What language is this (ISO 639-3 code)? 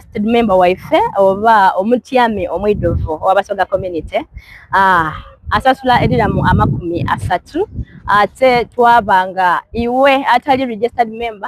xog